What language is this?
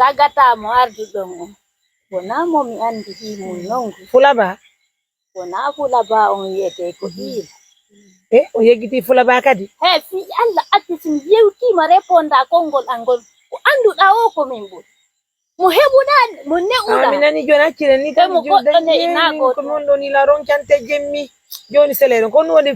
Pular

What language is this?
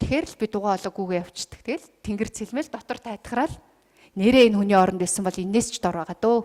Mongolian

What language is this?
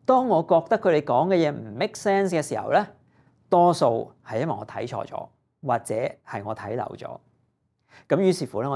Cantonese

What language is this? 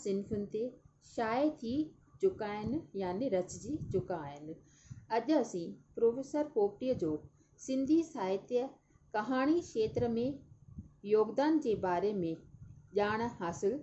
Sindhi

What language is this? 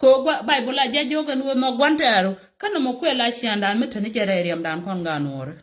Nuer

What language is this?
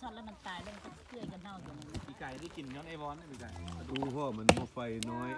Lao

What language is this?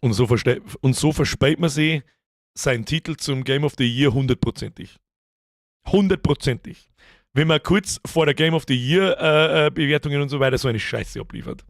Bavarian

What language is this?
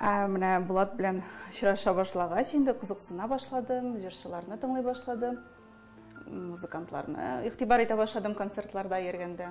Tatar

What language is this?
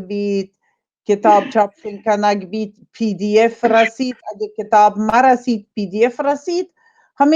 Baluchi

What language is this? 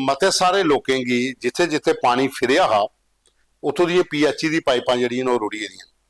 Dogri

